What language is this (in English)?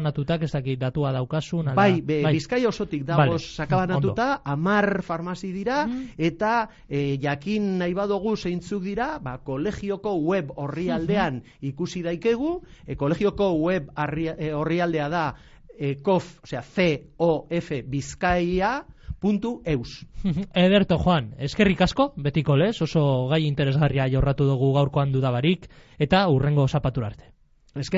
Basque